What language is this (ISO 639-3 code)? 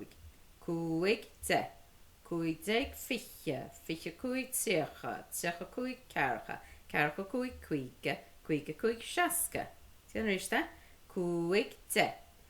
gle